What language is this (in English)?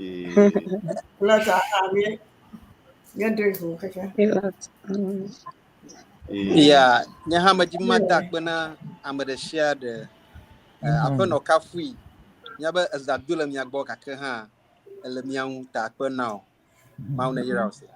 Ewe